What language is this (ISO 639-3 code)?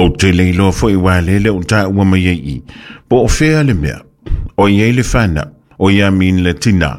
smo